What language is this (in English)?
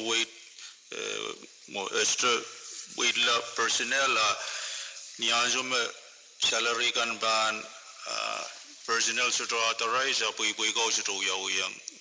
Pohnpeian